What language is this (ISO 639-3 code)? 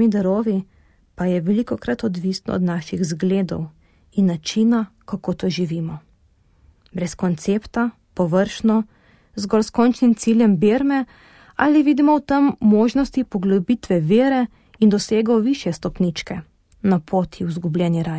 slv